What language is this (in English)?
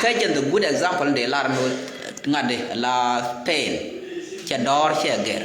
Nuer